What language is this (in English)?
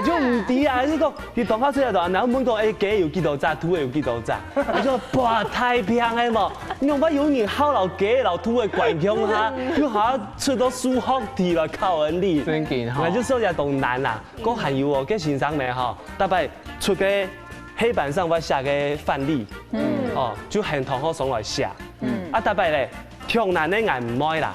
Hakka Chinese